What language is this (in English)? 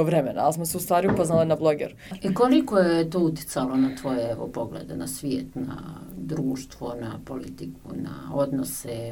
Bosnian